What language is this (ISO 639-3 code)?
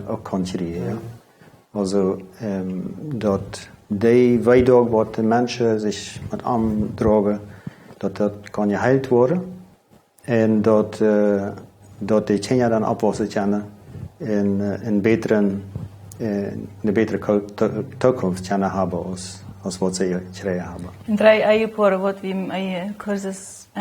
pdt